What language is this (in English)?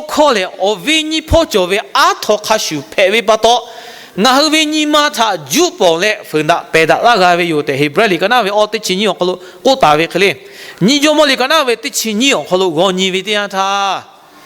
Lahu